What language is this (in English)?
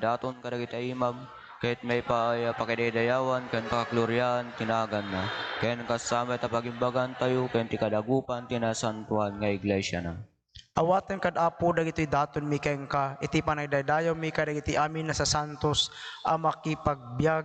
Iloko